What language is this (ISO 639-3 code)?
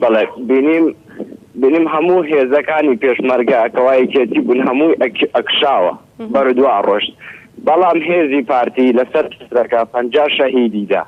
ckb